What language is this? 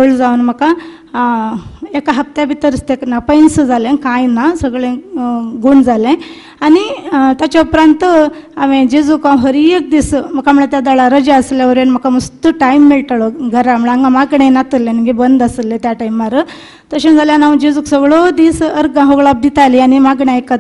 Konkani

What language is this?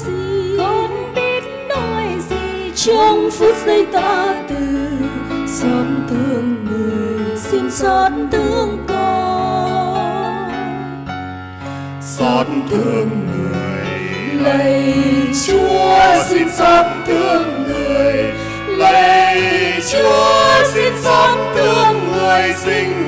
Vietnamese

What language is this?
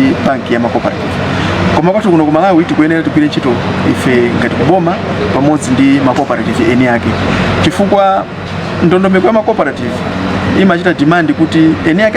Nyanja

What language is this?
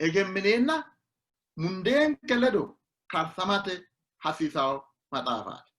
Sidamo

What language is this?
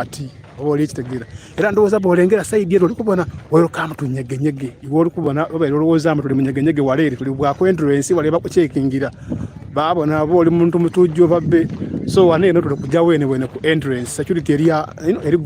Soga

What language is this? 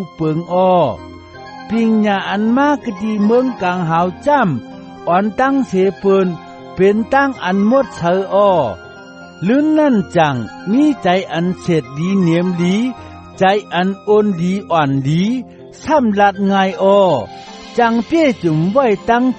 Shan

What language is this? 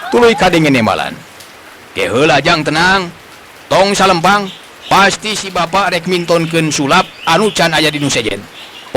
Sundanese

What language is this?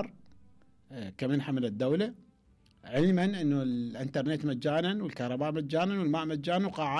Mesopotamian Arabic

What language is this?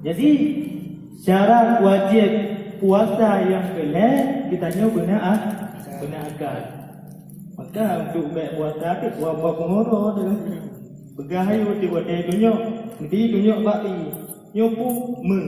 Achinese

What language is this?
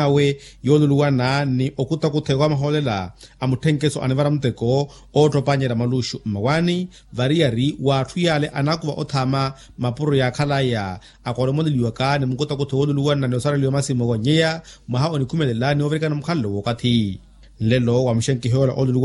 Makhuwa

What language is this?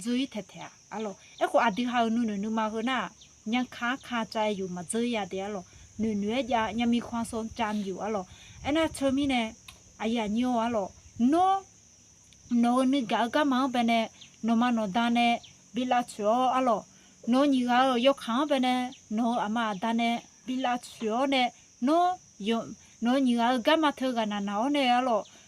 Akha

